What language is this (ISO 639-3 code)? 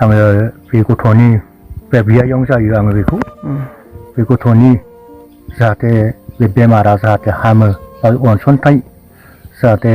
brx